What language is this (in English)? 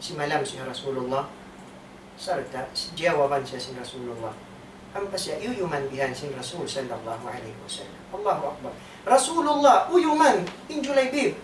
Tausug